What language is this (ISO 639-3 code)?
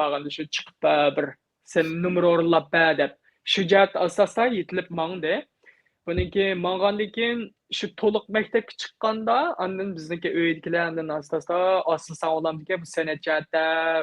uig